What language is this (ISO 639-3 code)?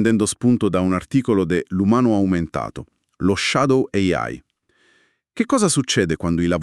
ita